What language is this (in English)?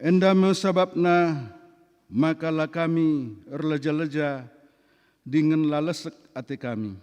Batak Karo